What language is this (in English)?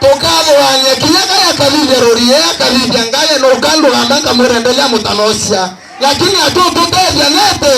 Meru